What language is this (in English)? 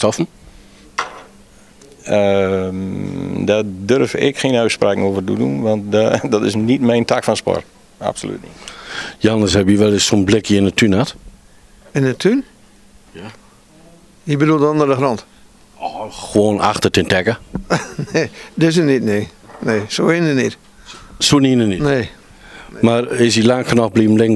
Dutch